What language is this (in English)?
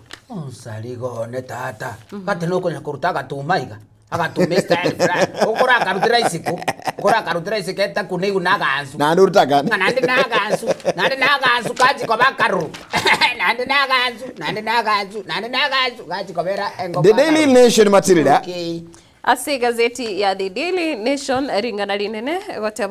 Gusii